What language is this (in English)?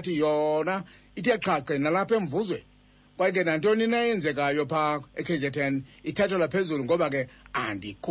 Xhosa